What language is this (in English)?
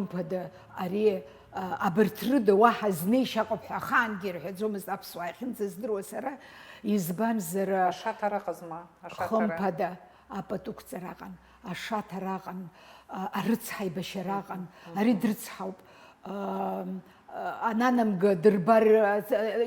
Abkhazian